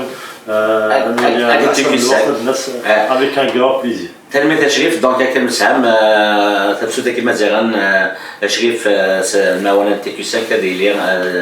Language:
Kabyle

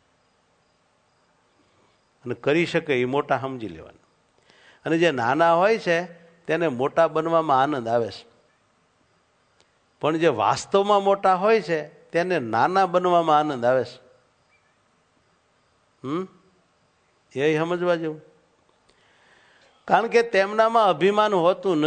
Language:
Gujarati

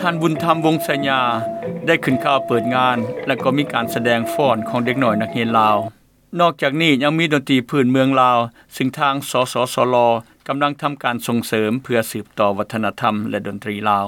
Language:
Lao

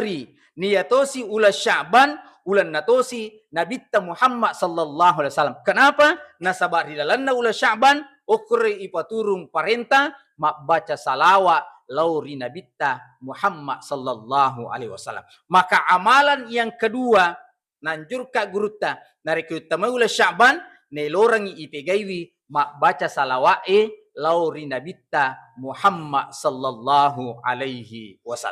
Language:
Buginese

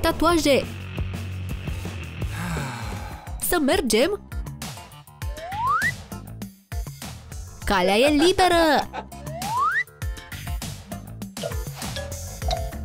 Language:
Romanian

